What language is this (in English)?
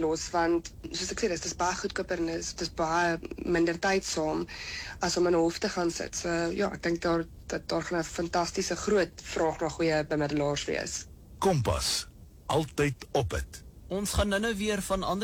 Afrikaans